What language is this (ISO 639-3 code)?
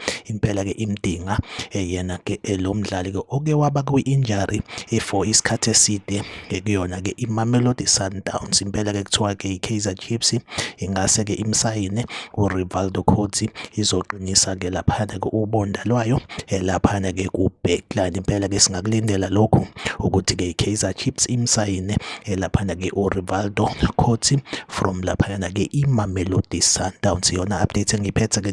zul